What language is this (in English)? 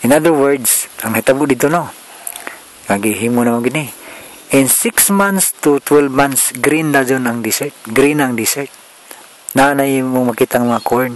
Cebuano